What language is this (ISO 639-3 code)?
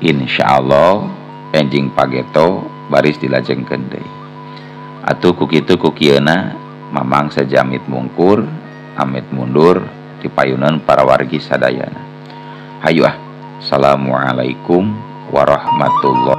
sun